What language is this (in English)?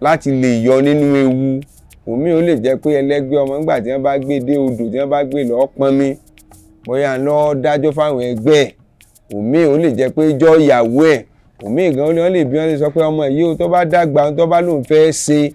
Yoruba